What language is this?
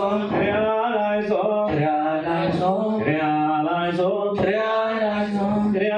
Geez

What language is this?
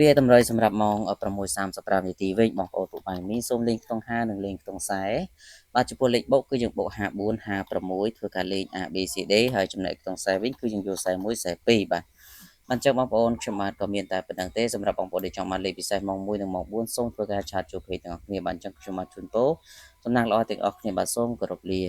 Khmer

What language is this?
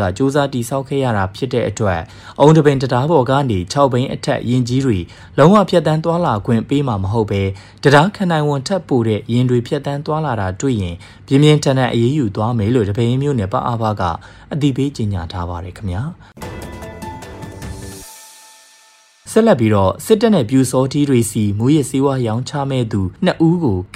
Burmese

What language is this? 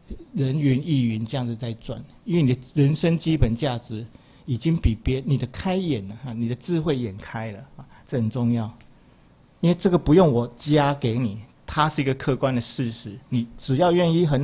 Chinese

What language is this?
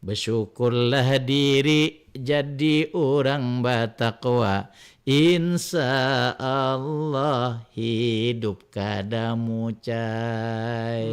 Banjar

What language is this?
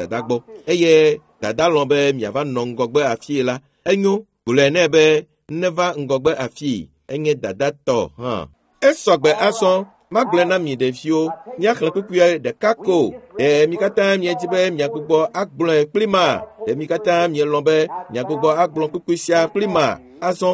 Ewe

